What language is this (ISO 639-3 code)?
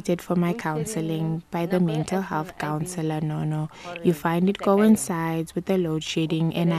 eng